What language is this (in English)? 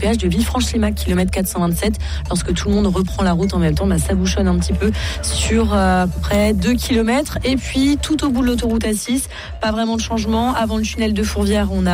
French